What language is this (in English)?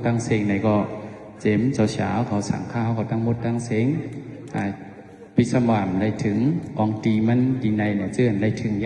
Shan